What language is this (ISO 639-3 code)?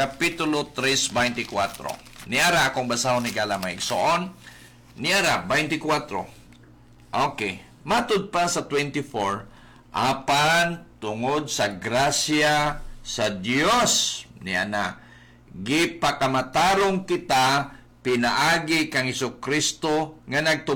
ceb